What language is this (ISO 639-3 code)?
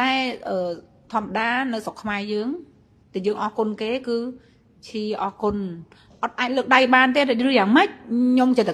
khm